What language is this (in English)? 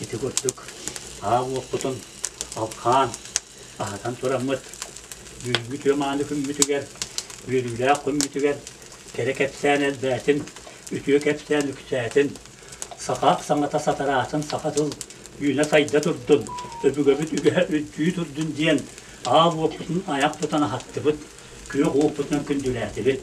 Yakut